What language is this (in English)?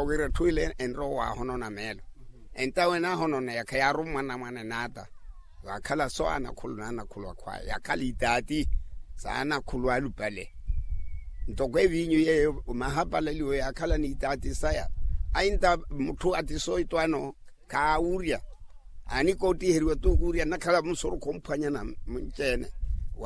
Makhuwa